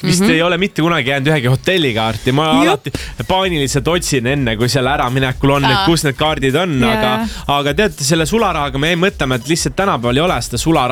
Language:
Estonian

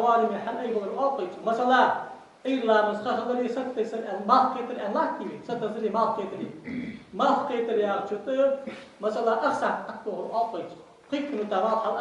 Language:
Ingush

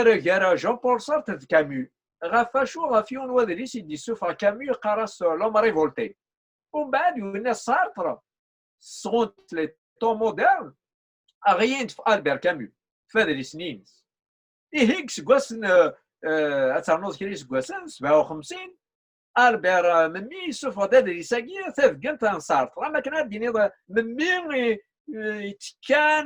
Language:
Kabyle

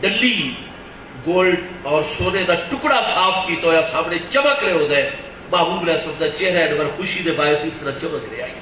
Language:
Saraiki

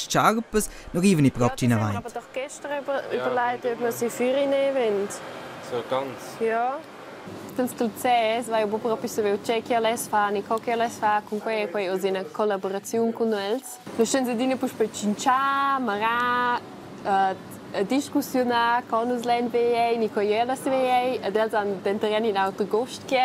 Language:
Romansh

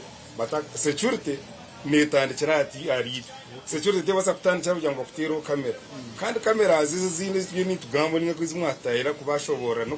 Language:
Nyankole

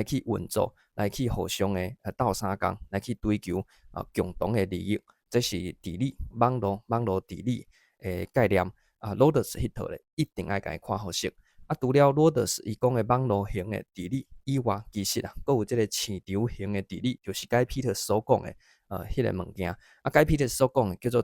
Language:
Min Nan Chinese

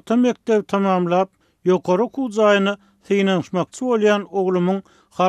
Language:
Turkmen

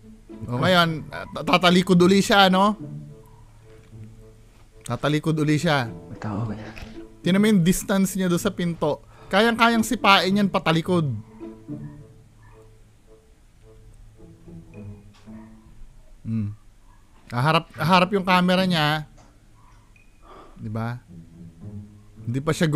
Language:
Filipino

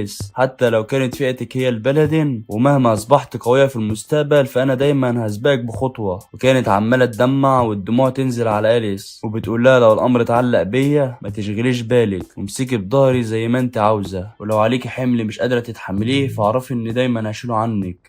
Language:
Egyptian Arabic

